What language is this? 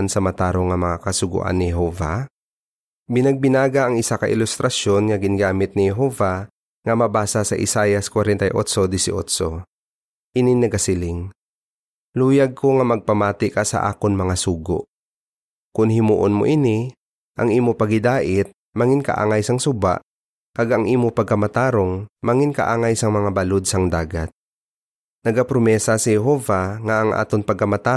Hiligaynon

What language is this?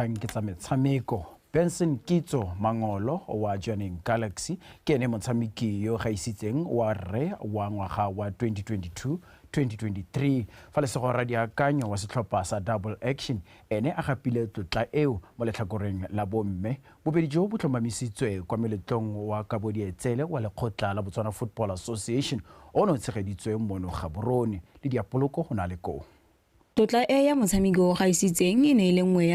Tswana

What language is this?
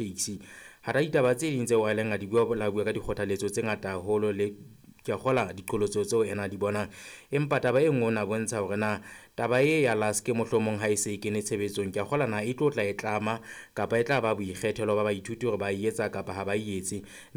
Southern Sotho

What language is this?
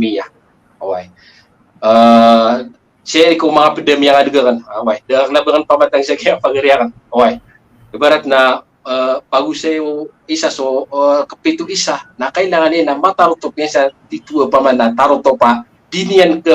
Maranao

